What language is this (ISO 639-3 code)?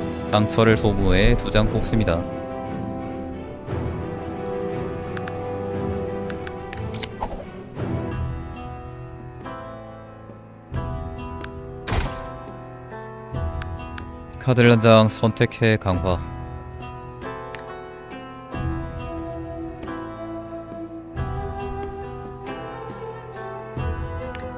kor